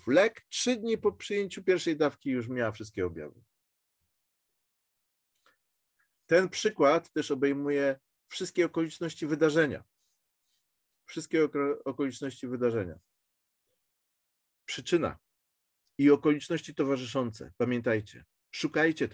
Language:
Polish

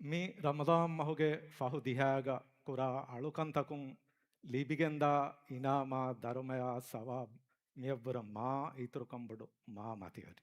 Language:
Divehi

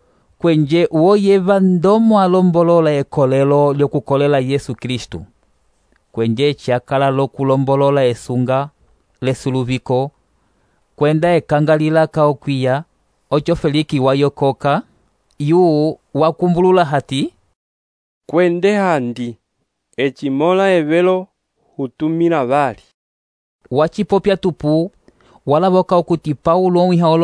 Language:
Umbundu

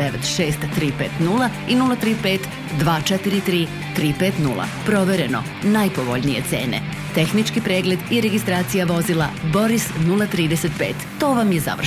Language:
Serbian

